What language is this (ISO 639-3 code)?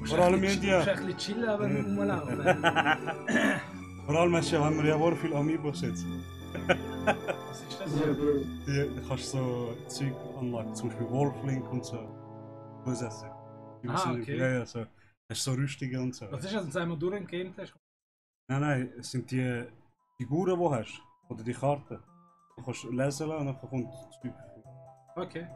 gsw